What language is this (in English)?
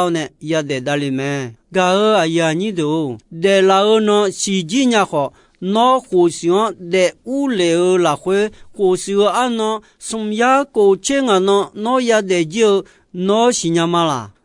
Akha